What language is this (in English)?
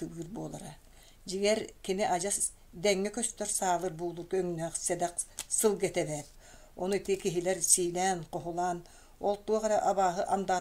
Yakut